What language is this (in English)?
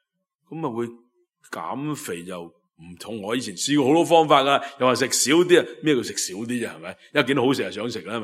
Cantonese